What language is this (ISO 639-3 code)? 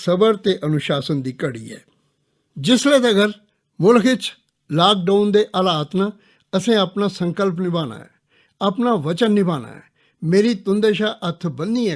doi